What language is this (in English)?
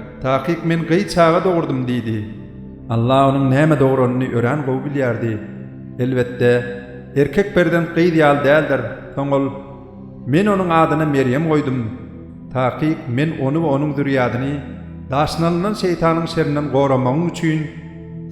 Turkmen